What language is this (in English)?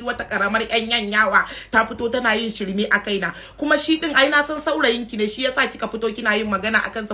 Hausa